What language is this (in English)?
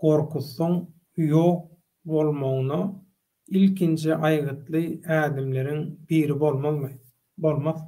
Turkmen